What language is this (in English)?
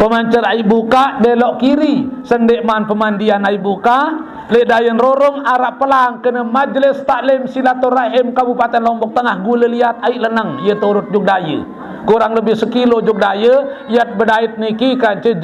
Sasak